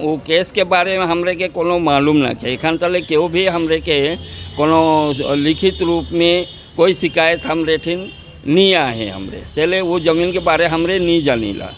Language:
Sadri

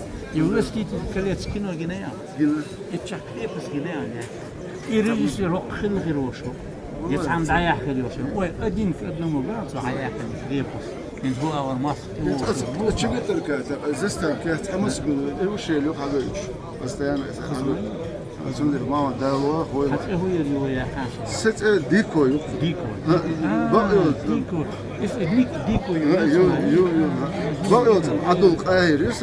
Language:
Chechen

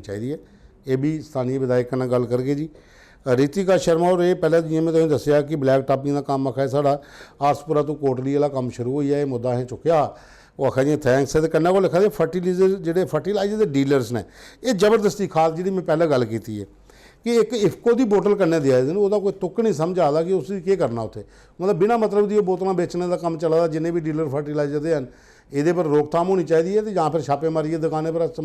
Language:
Dogri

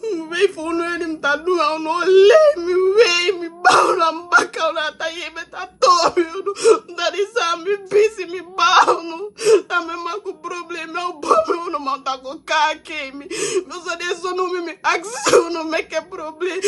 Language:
Eastern Maroon Creole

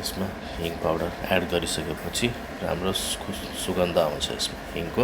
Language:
Nepali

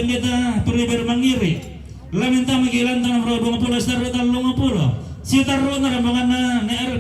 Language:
Toraja-Sa'dan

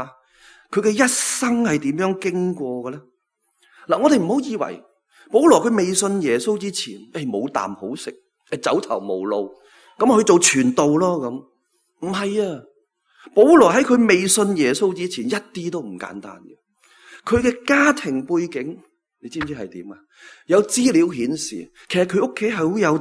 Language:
Cantonese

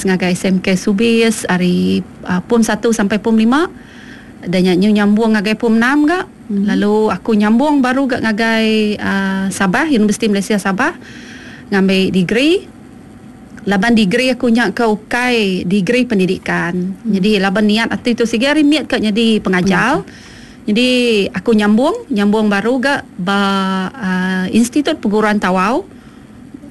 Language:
Iban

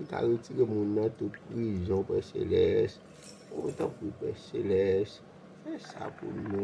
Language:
Haitian Creole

